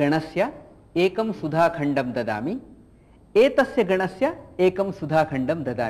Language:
Sanskrit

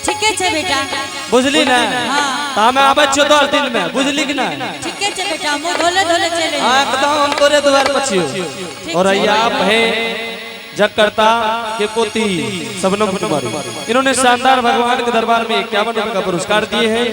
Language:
Angika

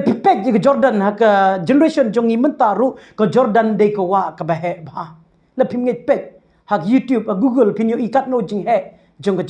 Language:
Khasi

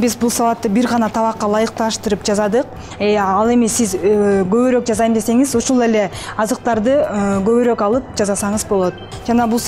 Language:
Kyrgyz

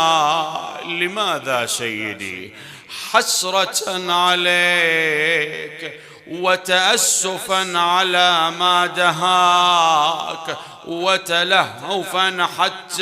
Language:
Mesopotamian Arabic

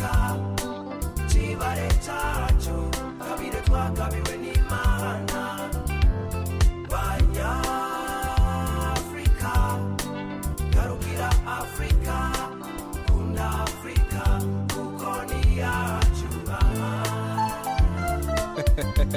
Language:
Kinyarwanda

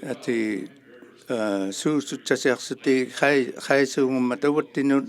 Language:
Inuktitut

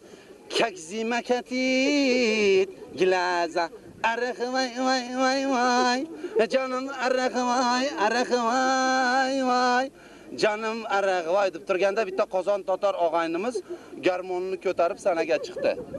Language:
Crimean Tatar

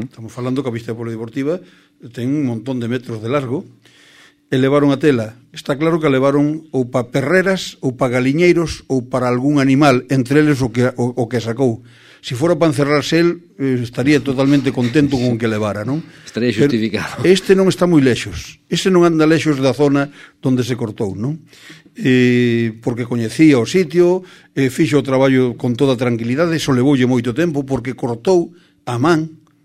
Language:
Galician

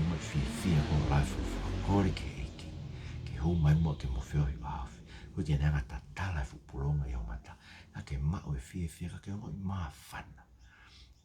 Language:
Tongan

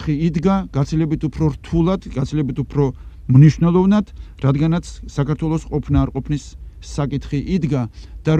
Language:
Georgian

